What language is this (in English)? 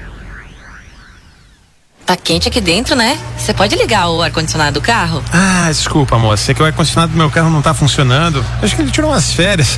Portuguese